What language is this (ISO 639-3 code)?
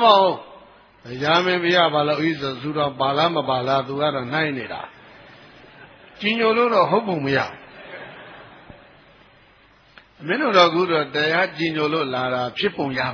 mya